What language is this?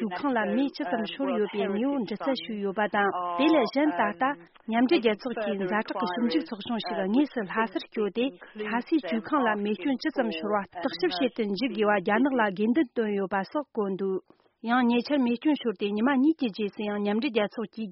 Tibetan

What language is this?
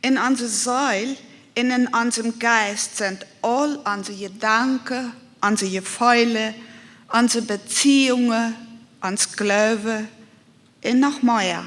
Plautdietsch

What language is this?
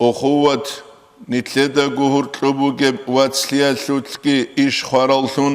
Avaric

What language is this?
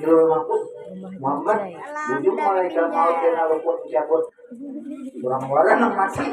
Banjar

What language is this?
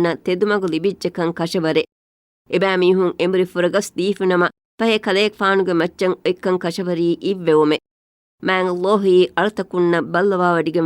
Divehi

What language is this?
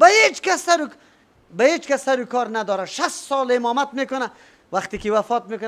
Persian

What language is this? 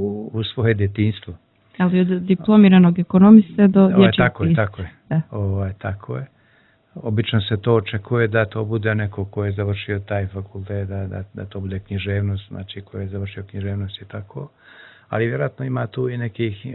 Serbian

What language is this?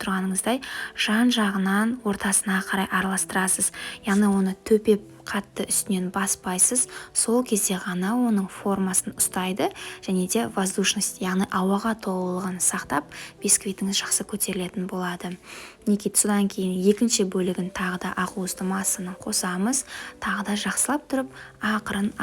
Kazakh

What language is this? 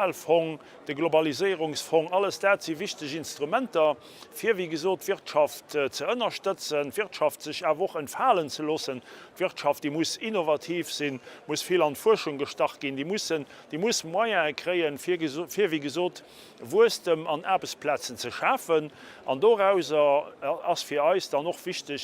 Luxembourgish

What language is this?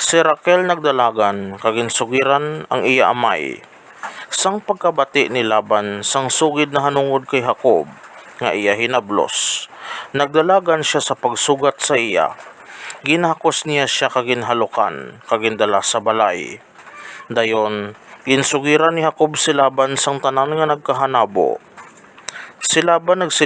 Hiligaynon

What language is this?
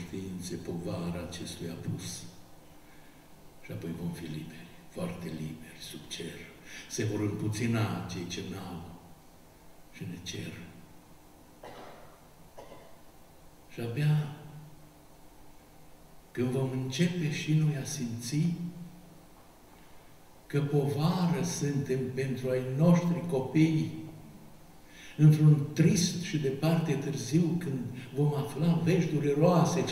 Romanian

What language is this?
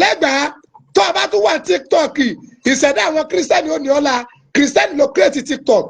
Yoruba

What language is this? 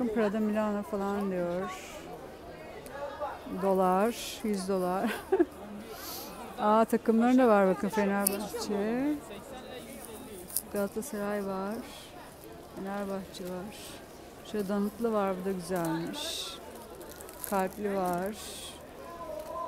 Turkish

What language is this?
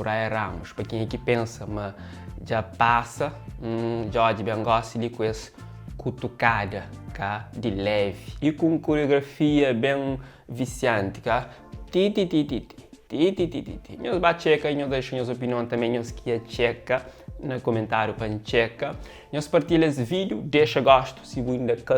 Kabuverdianu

